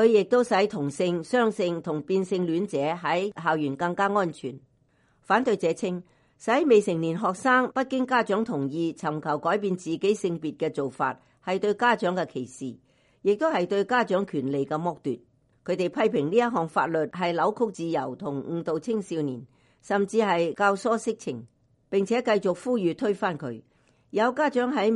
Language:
Cantonese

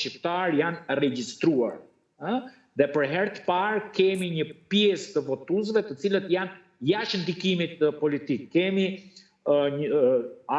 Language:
Albanian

